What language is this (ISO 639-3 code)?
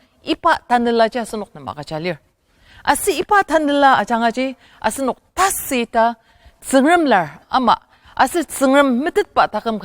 njo